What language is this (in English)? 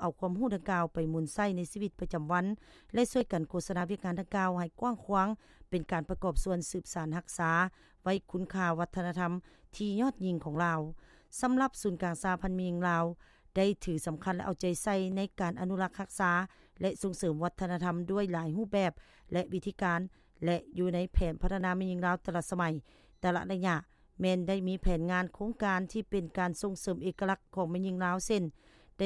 Lao